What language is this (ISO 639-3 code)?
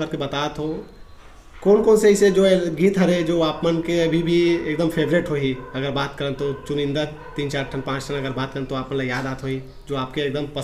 hne